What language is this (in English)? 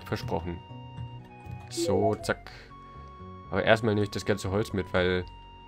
German